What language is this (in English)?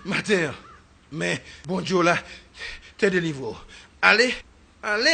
Haitian Creole